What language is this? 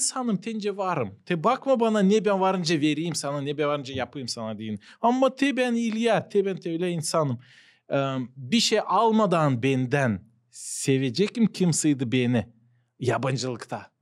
Gagauz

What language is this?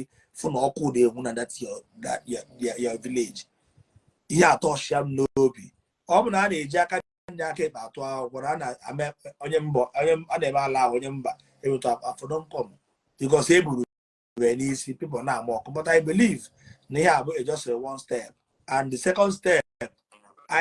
Igbo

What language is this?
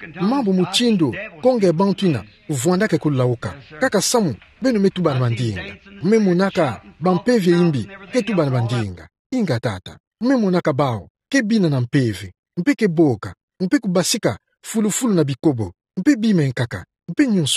Kituba (Democratic Republic of Congo)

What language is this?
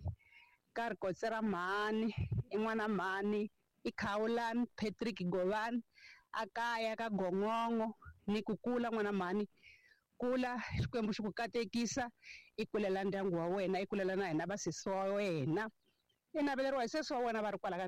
Tsonga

